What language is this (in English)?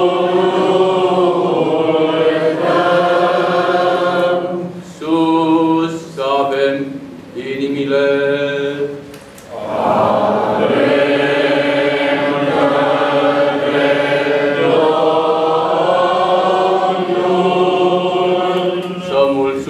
Romanian